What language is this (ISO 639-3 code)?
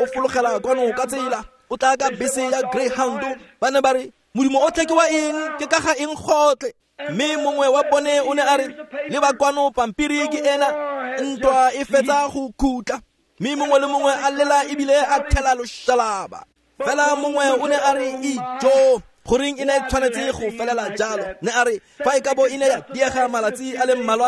tsn